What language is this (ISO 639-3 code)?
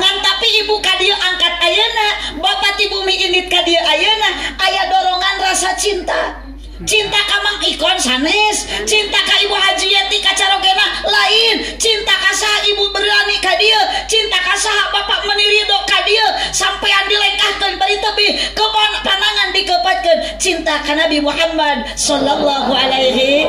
sun